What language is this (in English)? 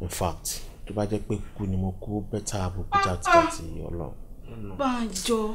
Yoruba